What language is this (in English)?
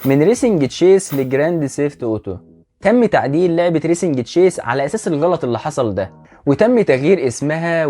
Egyptian Arabic